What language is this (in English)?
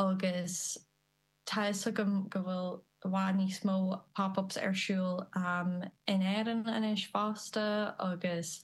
Irish